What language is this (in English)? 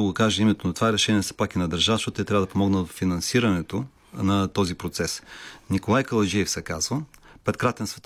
Bulgarian